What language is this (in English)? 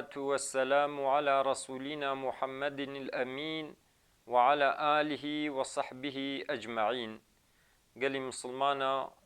Kurdish